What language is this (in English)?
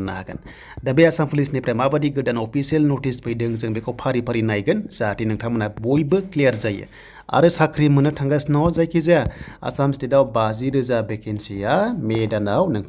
Bodo